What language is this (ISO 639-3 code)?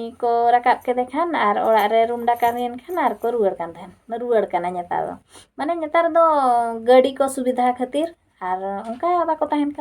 sat